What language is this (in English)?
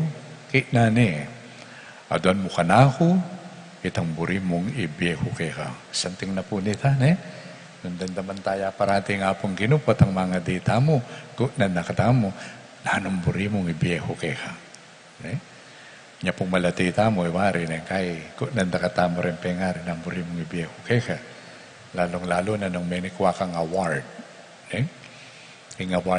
Pampanga